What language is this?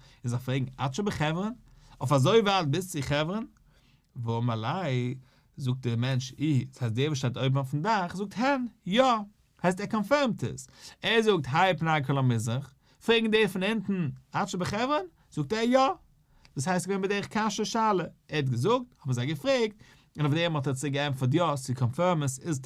Yiddish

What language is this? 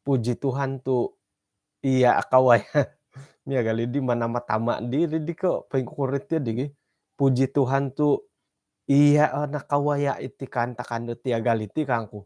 Central Dusun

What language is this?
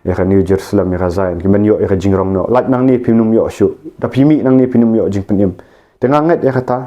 Khasi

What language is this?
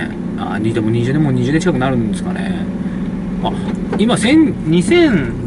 Japanese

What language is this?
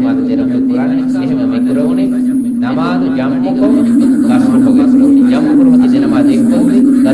Divehi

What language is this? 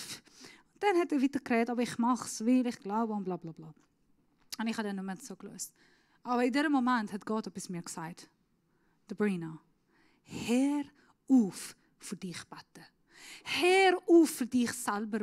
Swiss German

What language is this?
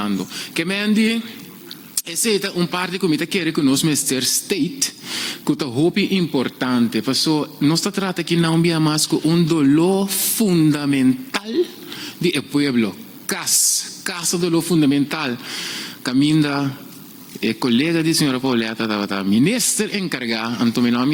Papiamento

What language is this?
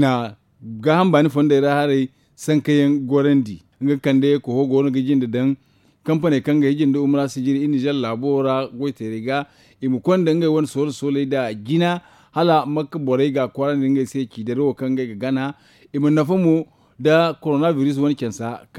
Zarma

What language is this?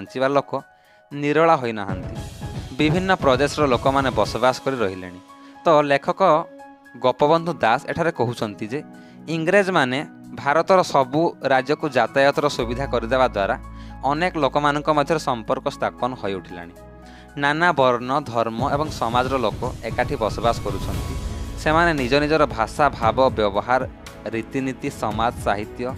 Odia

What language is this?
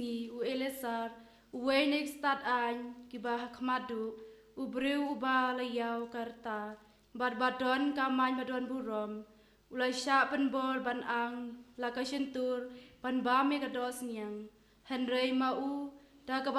Khasi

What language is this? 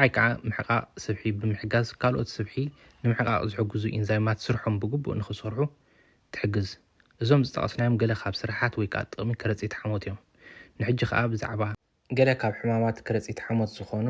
Tigrinya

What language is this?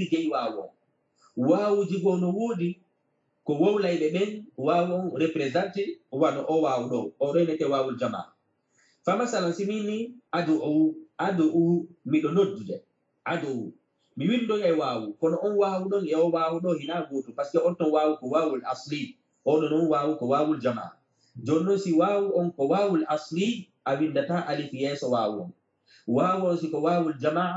Fula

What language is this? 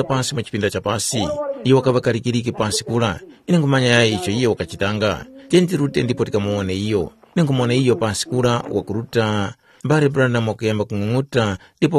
Tumbuka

